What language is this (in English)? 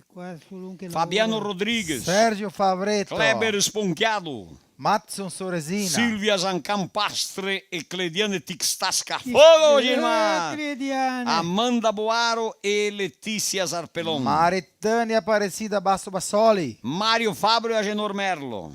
Venetian